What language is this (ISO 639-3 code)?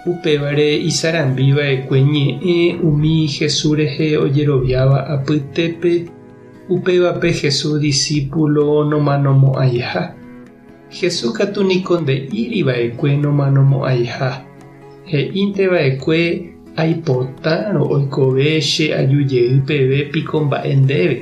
grn